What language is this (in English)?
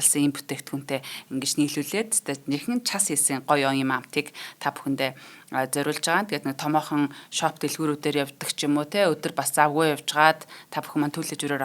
Mongolian